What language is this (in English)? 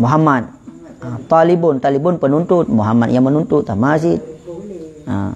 Achinese